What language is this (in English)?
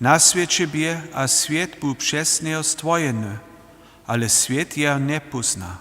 Upper Sorbian